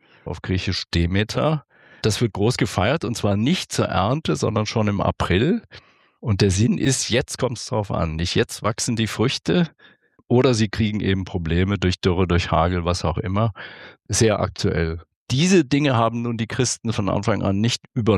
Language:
German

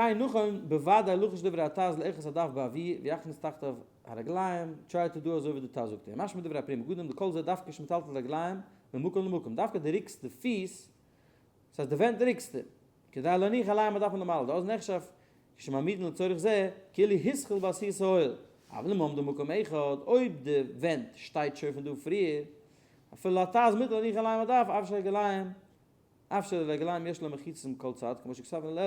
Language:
Yiddish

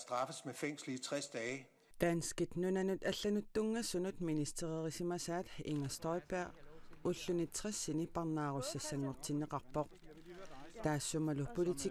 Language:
Kalaallisut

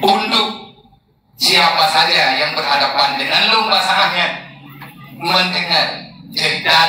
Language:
Achinese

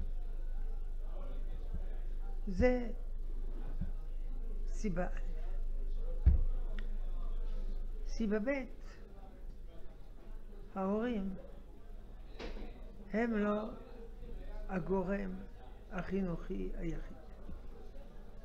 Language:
Hebrew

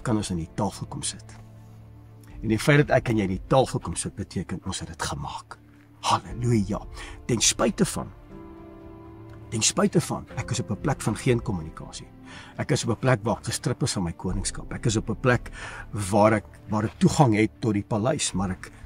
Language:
Afrikaans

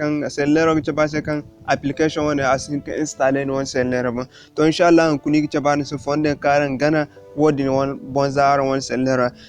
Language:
Zarma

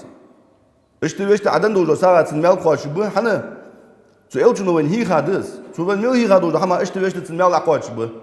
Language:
Ingush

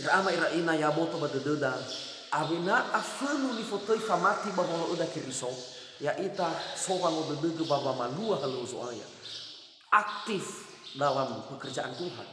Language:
Nias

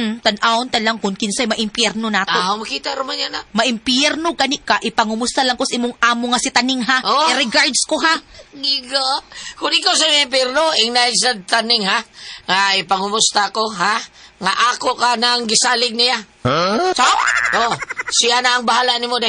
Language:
Cebuano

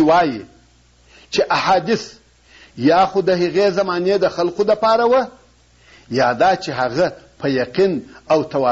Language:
Pashto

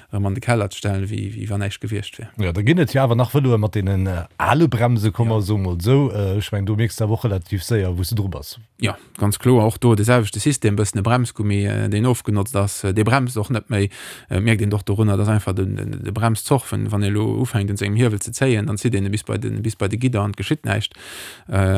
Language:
Luxembourgish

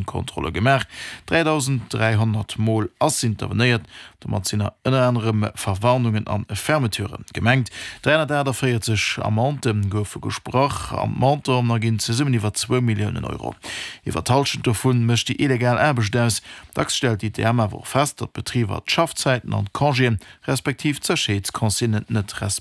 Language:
Luxembourgish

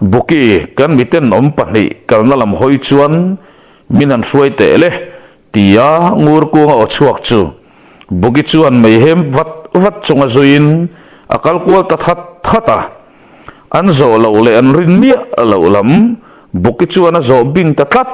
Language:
Mizo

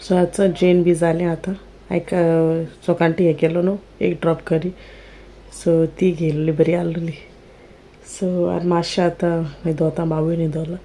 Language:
Konkani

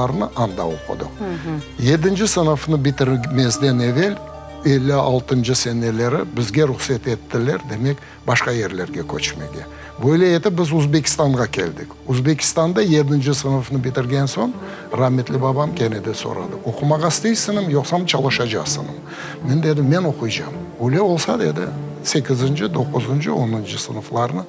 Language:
Crimean Tatar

